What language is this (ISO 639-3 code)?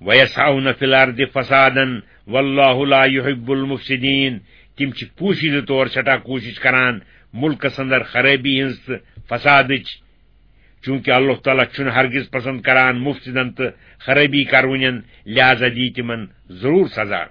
kas